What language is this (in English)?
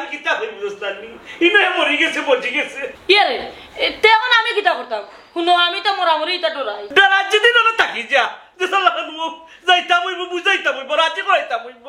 Sylheti